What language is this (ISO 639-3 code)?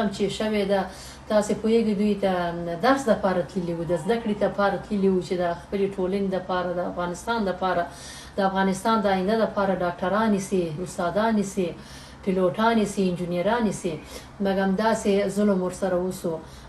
pus